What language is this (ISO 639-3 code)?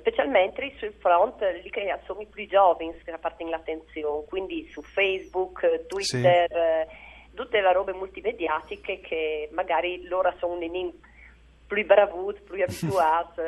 fur